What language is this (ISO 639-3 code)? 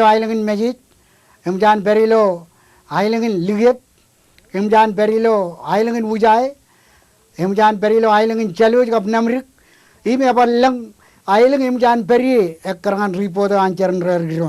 mah